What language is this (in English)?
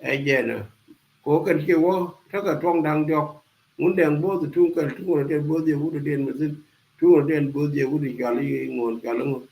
Nuer